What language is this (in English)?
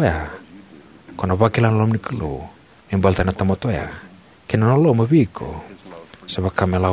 Fijian